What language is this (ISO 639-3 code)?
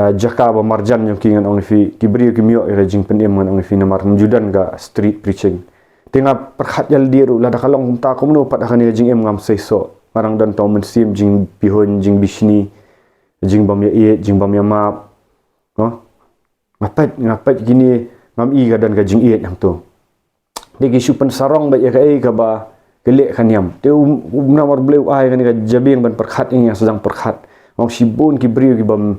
kha